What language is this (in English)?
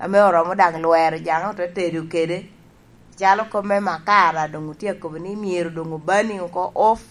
Lango (Uganda)